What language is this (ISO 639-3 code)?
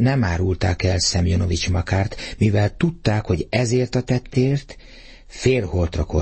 hun